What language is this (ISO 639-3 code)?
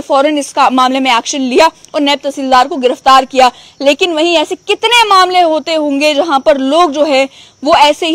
hin